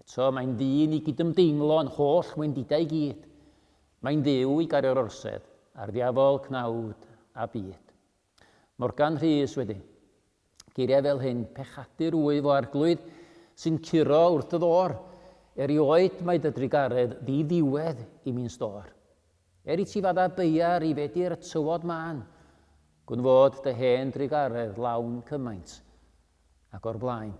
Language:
Welsh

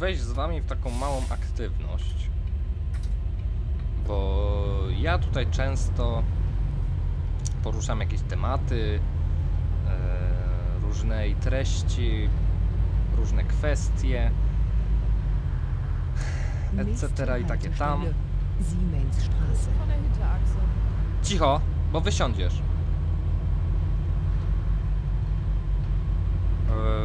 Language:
Polish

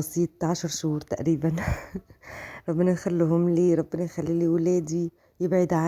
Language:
Egyptian Arabic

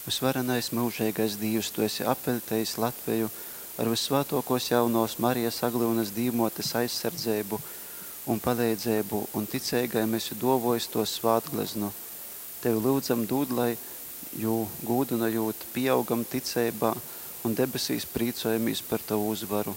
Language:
Latgalian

